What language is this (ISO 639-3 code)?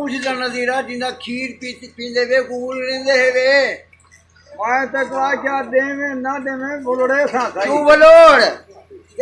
skr